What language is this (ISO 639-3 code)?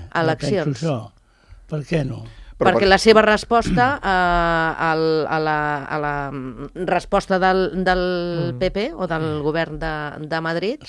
cat